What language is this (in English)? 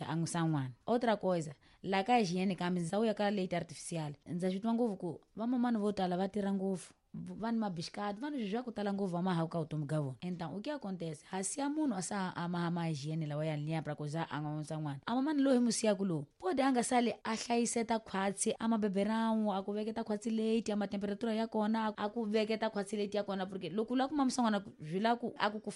Tsonga